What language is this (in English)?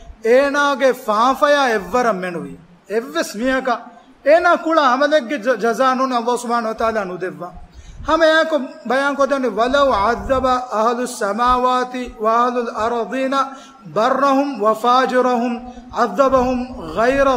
Divehi